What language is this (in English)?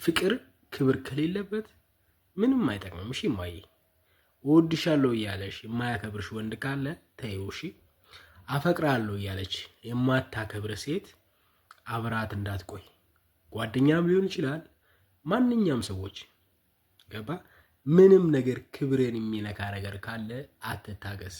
Amharic